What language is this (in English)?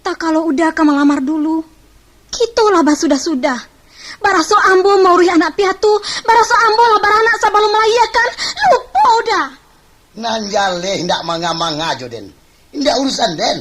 Minangkabau